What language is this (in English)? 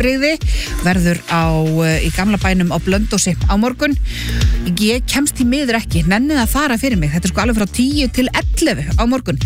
Icelandic